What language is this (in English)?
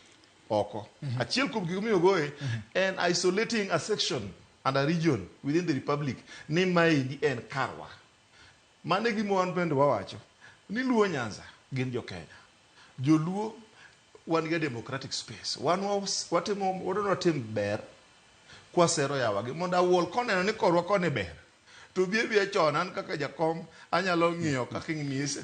Luo (Kenya and Tanzania)